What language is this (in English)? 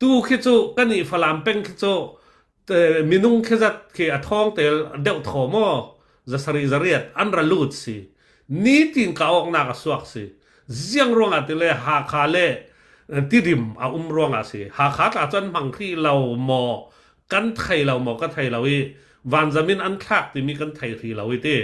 Falam Chin